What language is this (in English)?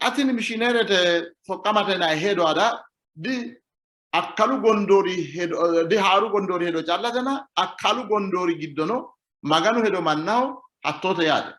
Sidamo